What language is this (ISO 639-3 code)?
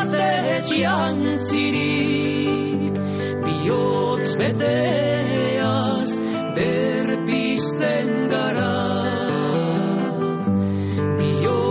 eus